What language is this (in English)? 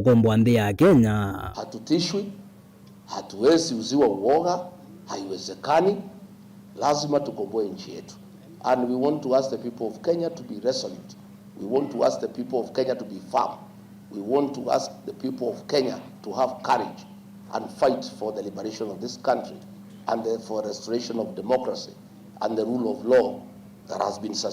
Kamba